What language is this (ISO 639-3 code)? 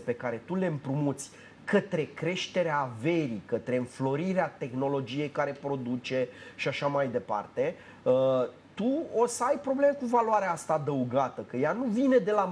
ron